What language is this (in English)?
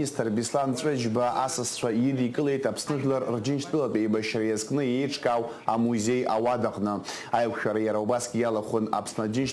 Abkhazian